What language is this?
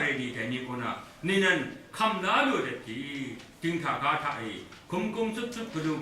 Kachin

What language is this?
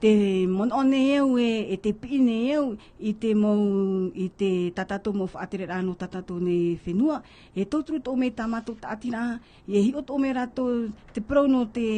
Tahitian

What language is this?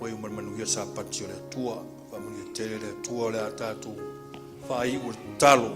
Samoan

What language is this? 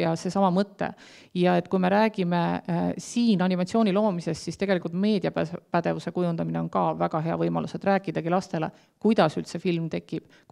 Estonian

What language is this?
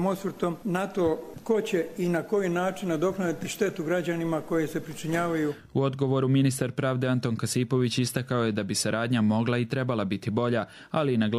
Croatian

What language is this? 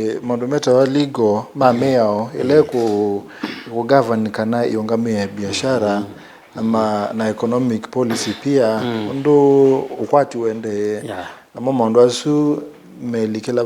Kamba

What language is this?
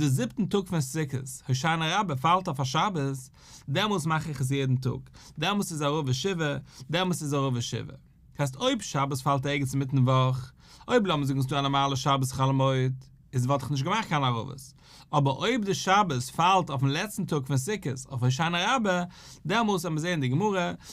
Yiddish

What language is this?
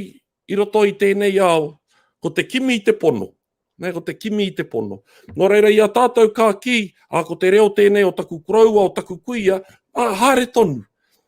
Māori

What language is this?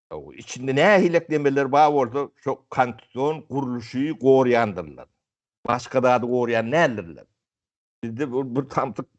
Turkmen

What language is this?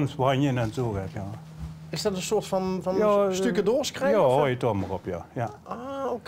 Limburgish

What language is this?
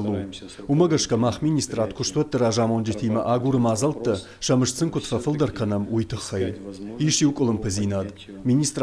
Ossetic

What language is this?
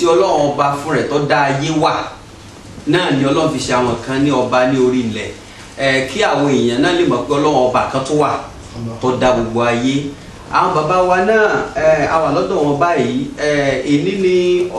Yoruba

